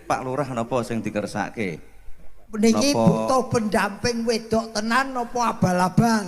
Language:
Javanese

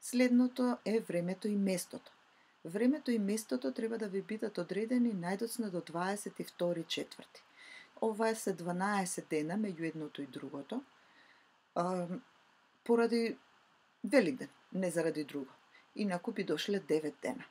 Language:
Macedonian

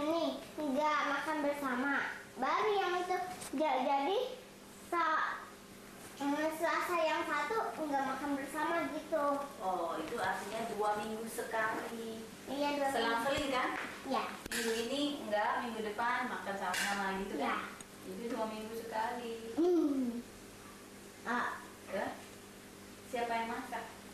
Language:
Indonesian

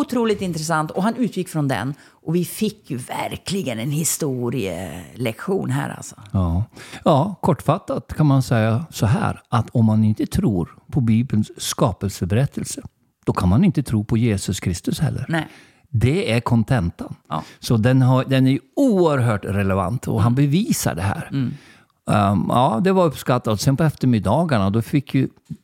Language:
Swedish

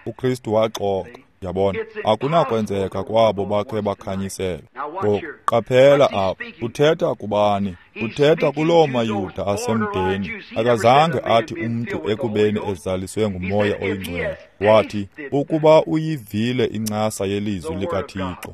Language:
Xhosa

